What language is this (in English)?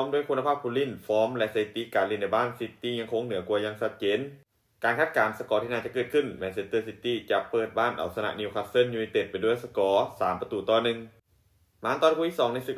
Lao